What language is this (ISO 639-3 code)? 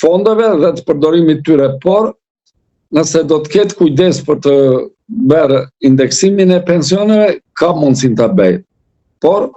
sqi